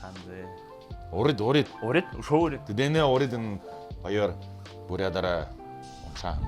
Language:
Buriat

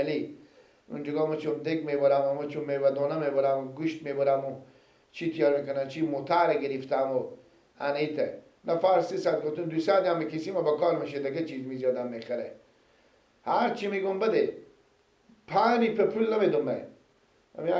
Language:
Persian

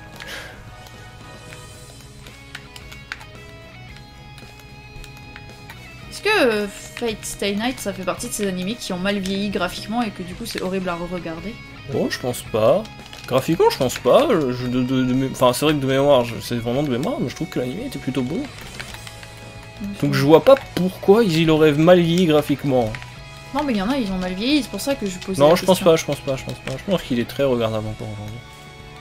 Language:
French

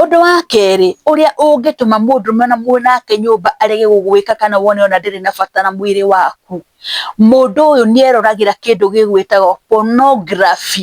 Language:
Kikuyu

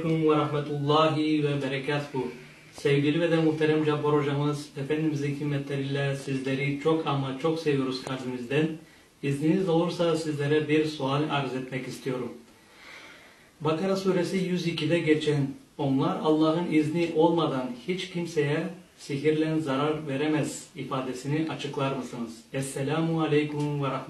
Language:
Turkish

